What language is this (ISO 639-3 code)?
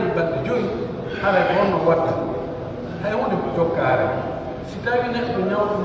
fuf